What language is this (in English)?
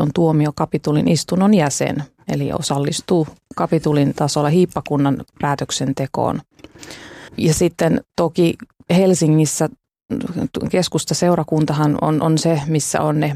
Finnish